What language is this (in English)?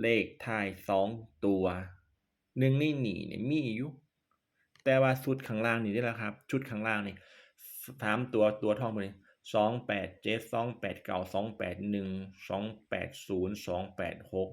Northeastern Thai